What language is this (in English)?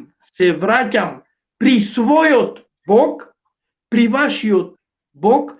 Balkan Romani